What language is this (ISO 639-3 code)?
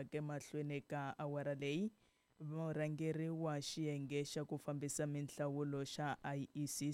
tso